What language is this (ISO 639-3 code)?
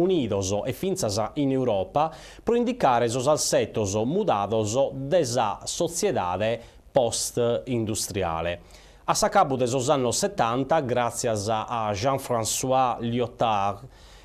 srd